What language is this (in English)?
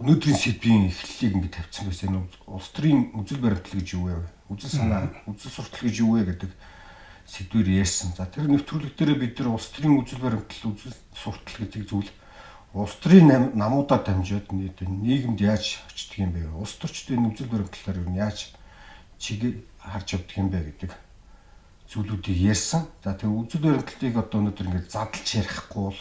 Mongolian